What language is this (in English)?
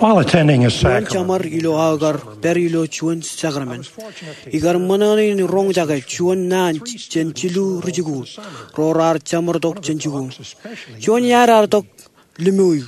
Marshallese